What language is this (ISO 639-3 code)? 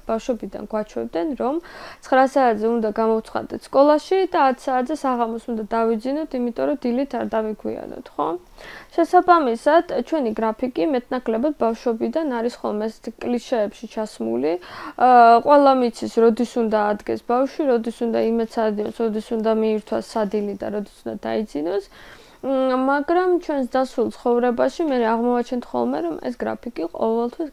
kat